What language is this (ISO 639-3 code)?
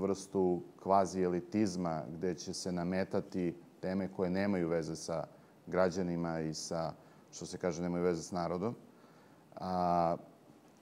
srp